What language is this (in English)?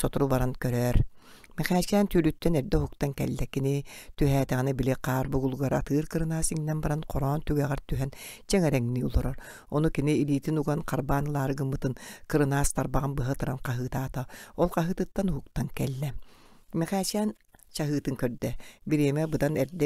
Yakut